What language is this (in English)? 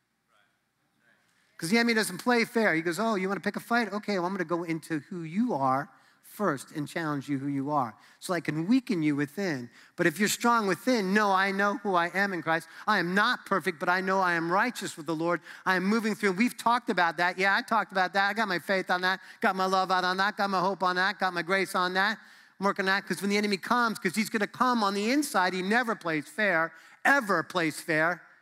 English